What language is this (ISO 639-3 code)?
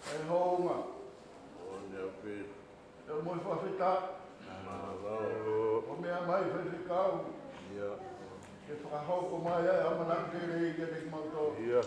ton